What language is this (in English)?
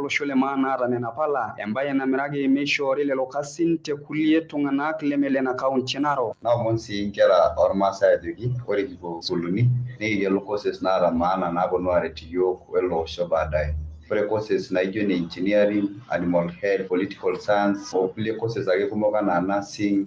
Masai